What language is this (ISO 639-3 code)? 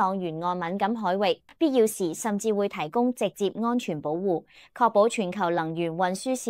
yue